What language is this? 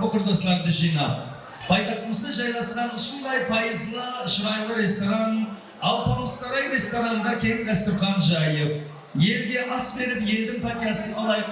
Kara-Kalpak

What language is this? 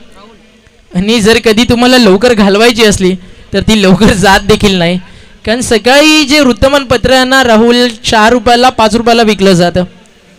Marathi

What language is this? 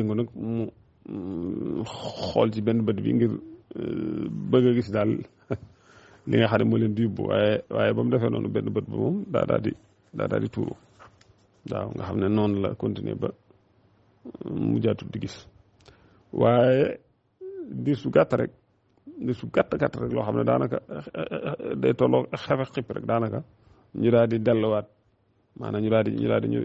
Wolof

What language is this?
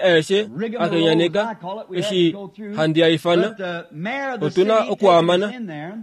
Kuanyama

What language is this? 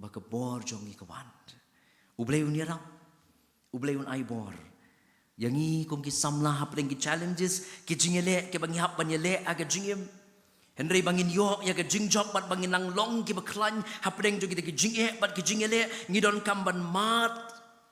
Khasi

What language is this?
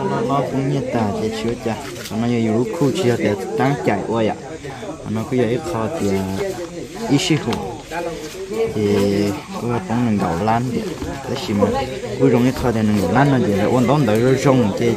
Vietnamese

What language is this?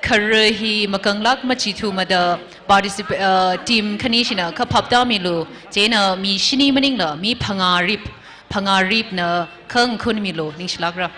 Tangkhul Naga (India)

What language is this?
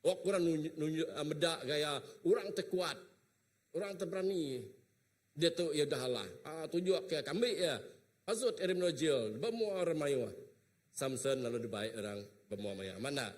Iban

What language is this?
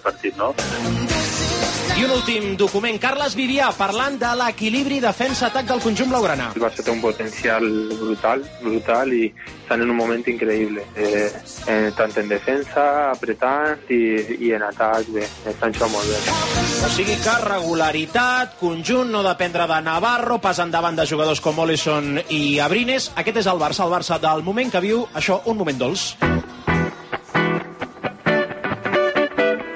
Catalan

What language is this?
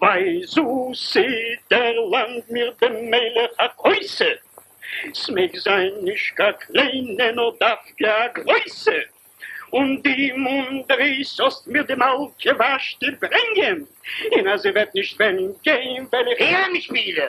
Yiddish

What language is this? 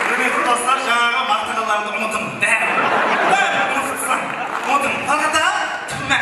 Kara-Kalpak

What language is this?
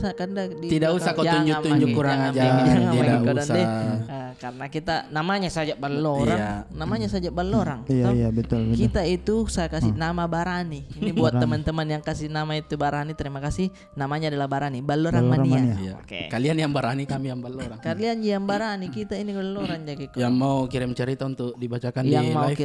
Makassar Malay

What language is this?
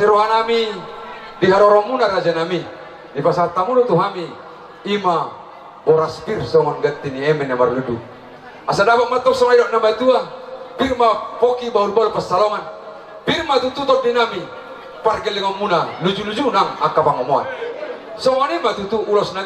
Batak Toba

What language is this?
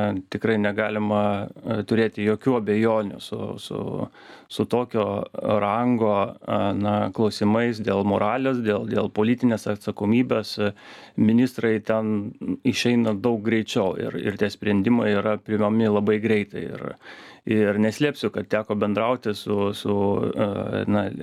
Lithuanian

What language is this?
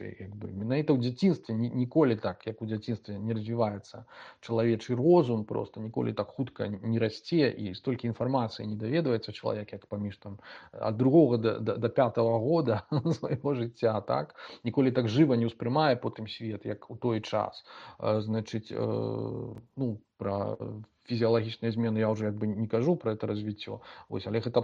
Belarusian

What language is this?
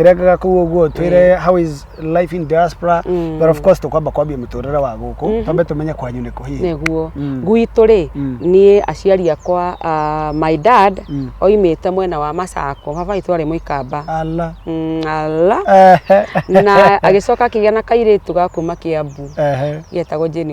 Kikuyu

